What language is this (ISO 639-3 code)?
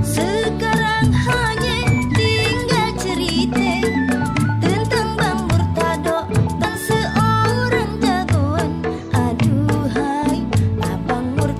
bew